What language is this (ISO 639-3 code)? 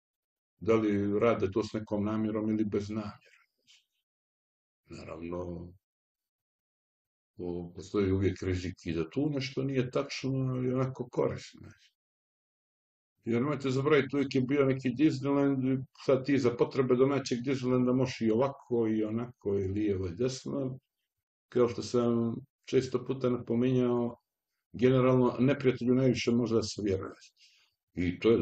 srp